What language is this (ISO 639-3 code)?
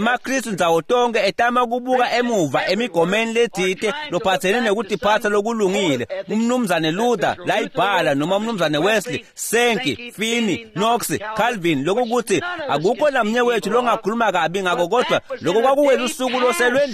ssw